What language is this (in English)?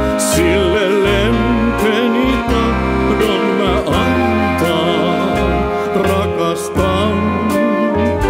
Finnish